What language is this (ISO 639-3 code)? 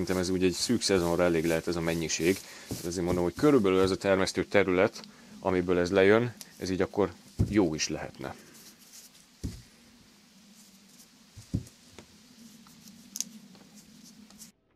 hun